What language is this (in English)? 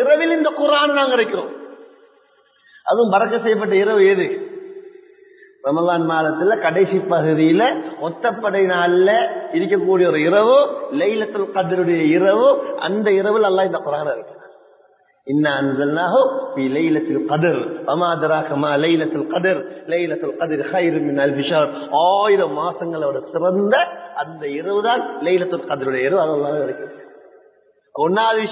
Tamil